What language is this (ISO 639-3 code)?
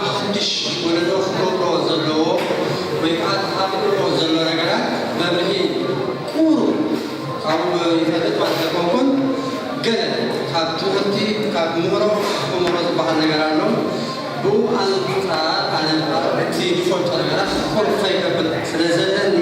tir